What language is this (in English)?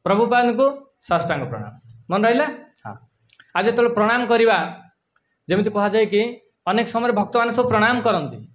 Odia